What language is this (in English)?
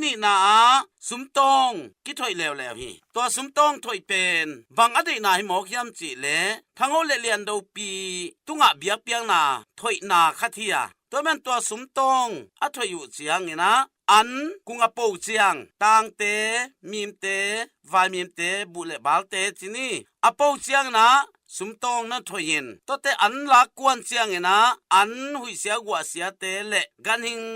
Tedim Chin